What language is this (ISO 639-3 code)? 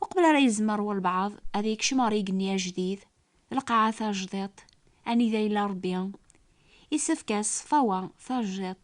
kab